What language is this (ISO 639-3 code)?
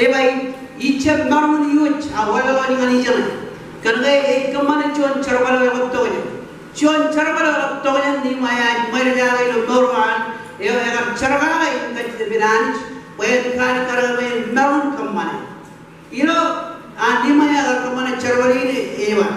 mah